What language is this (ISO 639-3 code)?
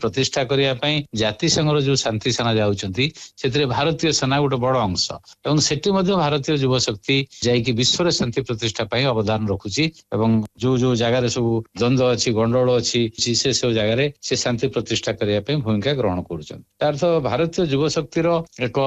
ori